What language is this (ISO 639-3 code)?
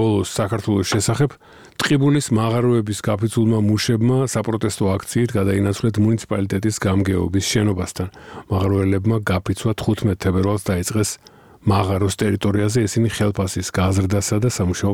kat